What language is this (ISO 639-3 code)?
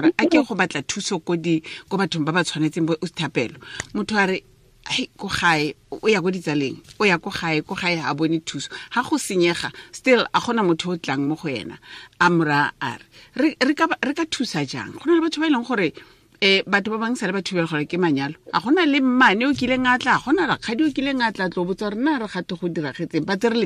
tsn